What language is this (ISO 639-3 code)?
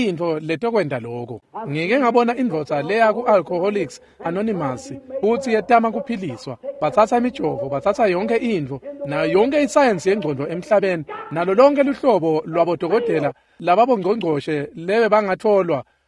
ssw